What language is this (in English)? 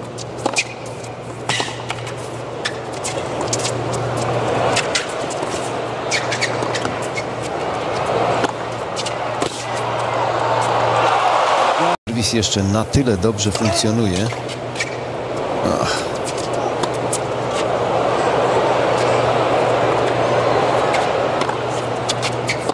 Polish